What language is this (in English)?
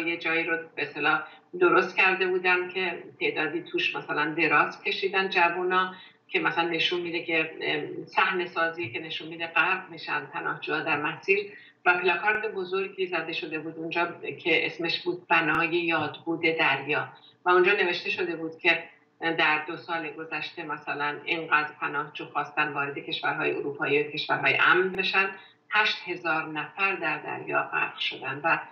Persian